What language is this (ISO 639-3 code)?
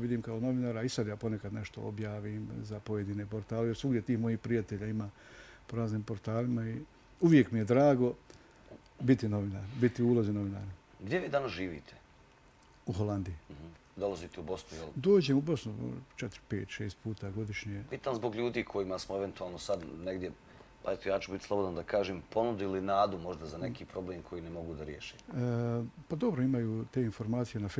bos